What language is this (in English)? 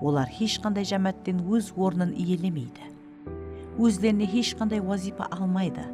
Kara-Kalpak